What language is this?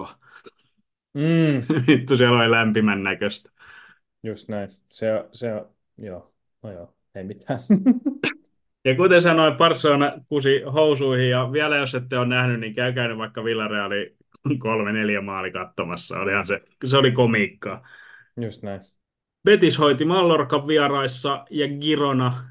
Finnish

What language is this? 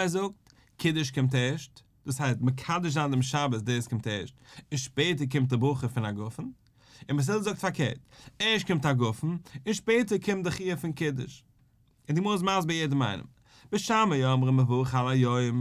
Yiddish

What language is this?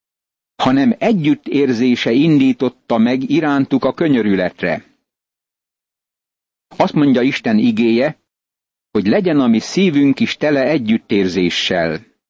Hungarian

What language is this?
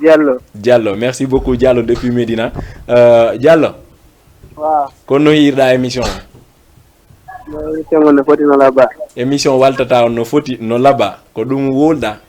Fula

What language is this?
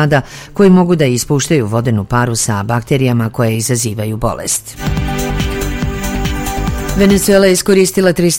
Serbian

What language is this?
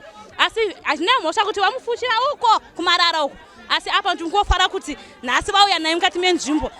Shona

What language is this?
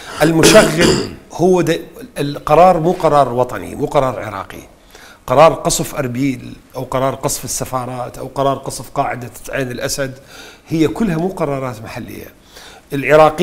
Mesopotamian Arabic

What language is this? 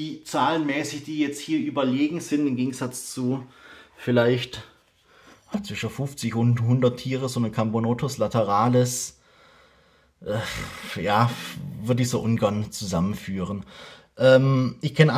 German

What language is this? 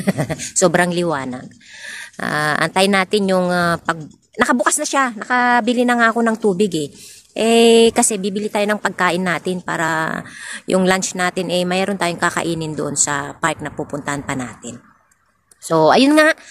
Filipino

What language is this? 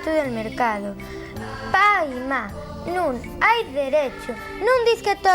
Asturian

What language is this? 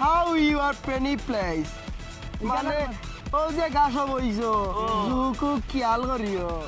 Sylheti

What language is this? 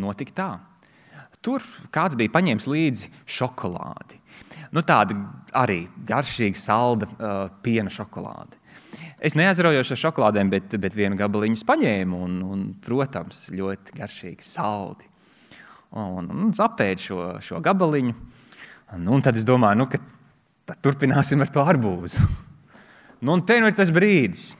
Latvian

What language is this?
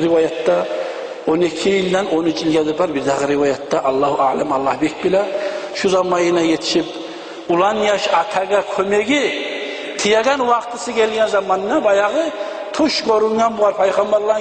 Kumyk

